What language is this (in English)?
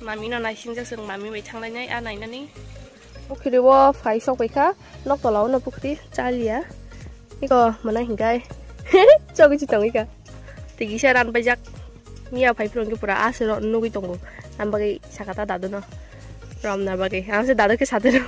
Kok Borok